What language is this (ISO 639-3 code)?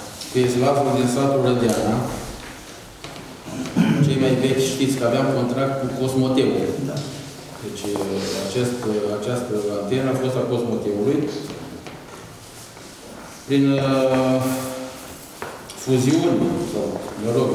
ron